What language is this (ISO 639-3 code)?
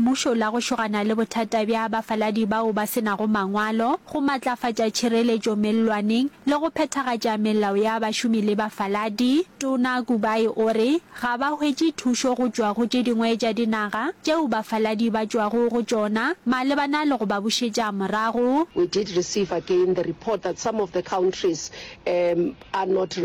nso